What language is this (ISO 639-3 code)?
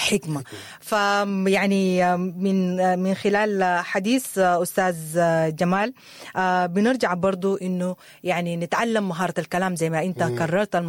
apd